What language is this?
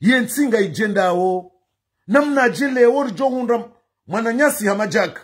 Ngazidja Comorian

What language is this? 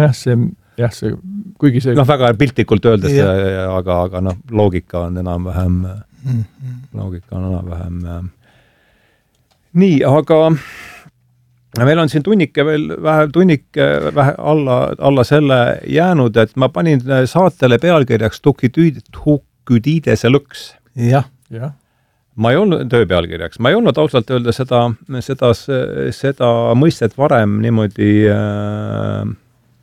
Estonian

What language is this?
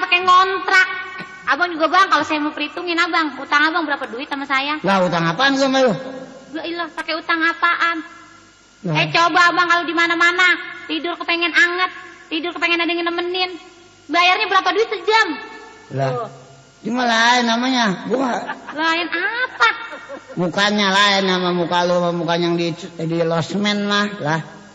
Betawi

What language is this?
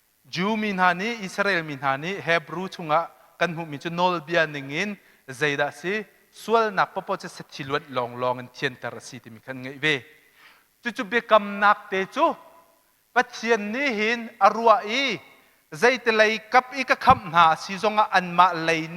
Hakha Chin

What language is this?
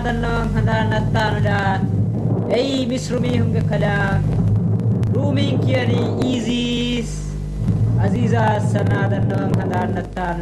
Divehi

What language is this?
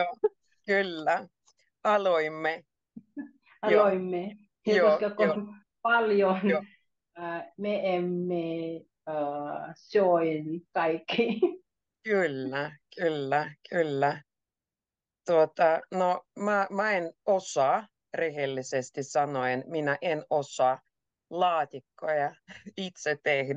Finnish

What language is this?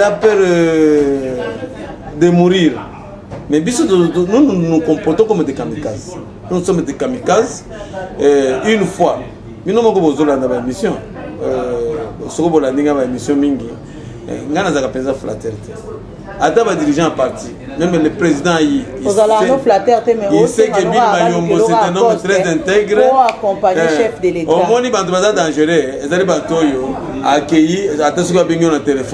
Lingala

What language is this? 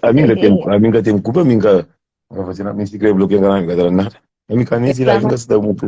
Kabuverdianu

